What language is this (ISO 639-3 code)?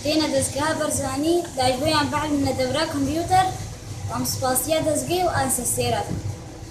kur